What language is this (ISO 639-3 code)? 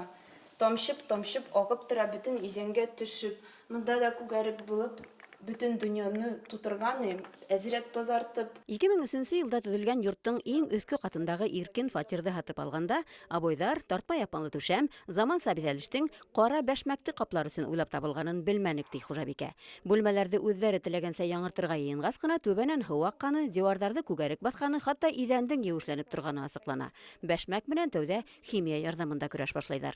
bak